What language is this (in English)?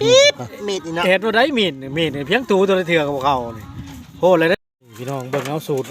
Lao